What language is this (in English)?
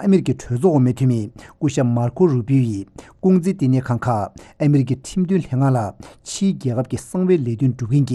Tibetan